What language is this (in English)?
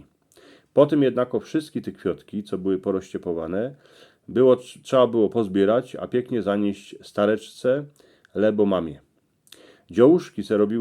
Silesian